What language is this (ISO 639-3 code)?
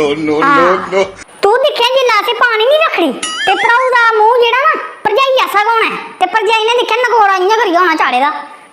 doi